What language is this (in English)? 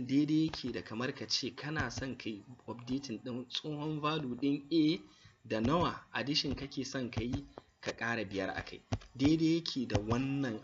Hausa